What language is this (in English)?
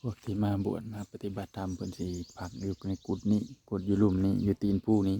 Northeastern Thai